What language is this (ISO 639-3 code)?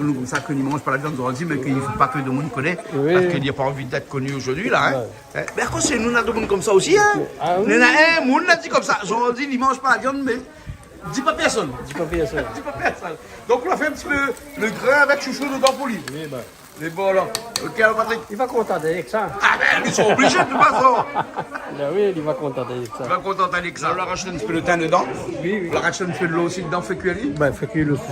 rcf